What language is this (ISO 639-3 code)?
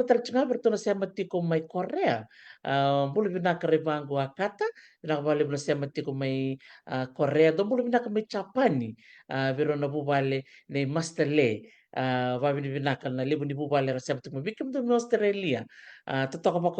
fij